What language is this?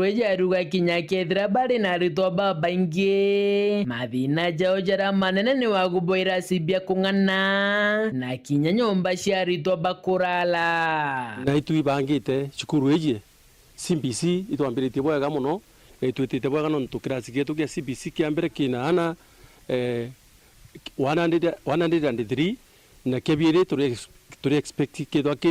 Meru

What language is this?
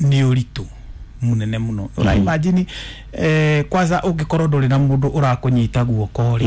Kikuyu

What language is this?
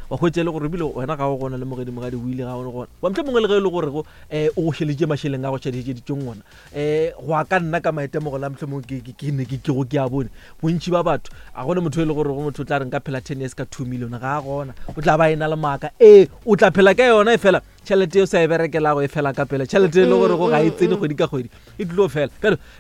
Northern Sotho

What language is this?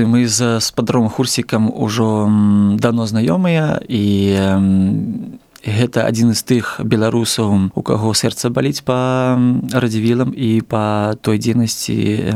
Belarusian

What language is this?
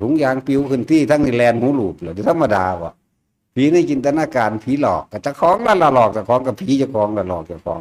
Northeastern Thai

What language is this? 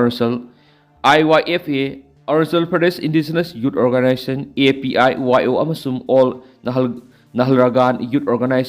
Manipuri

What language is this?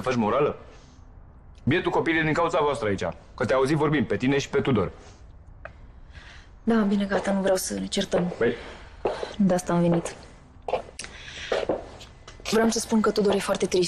Romanian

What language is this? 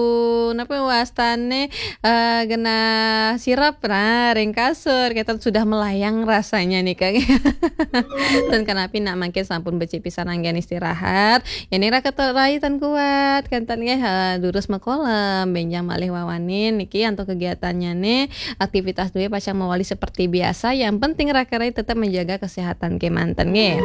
Balinese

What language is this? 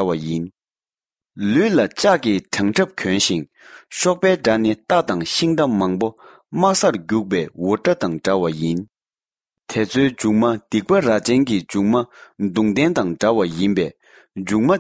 Tibetan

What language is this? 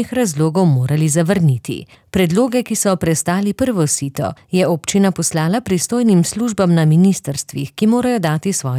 Slovenian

